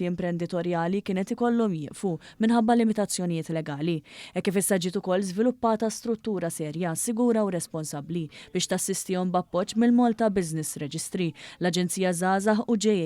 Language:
Maltese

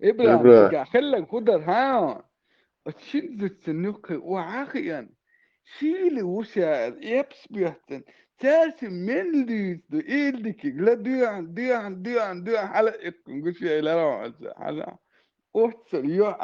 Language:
Chechen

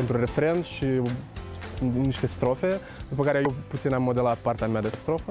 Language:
Romanian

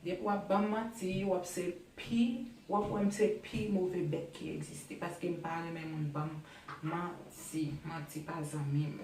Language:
Haitian Creole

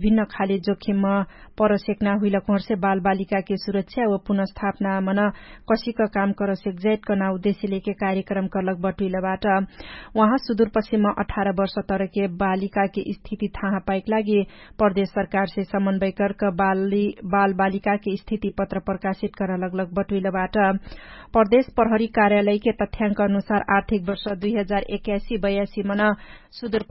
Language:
Dangaura Tharu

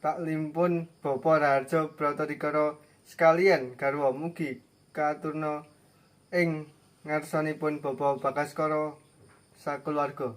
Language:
Javanese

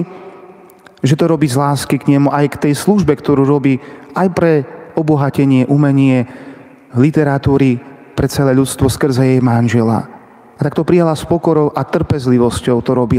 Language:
Slovak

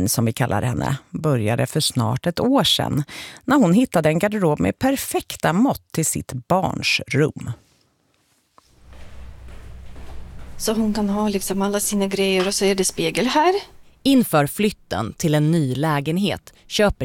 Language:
Swedish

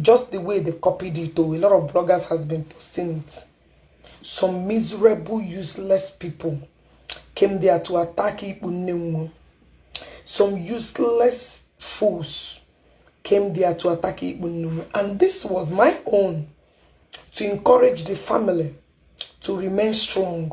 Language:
Igbo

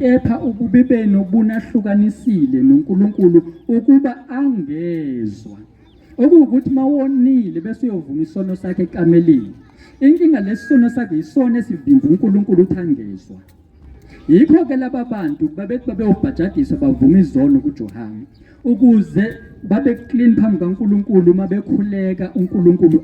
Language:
Zulu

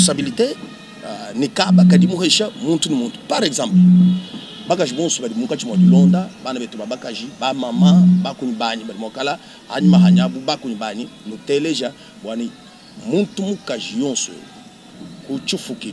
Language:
Luba-Lulua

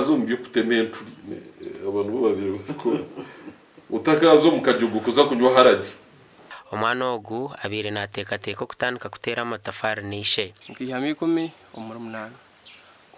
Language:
Nyankole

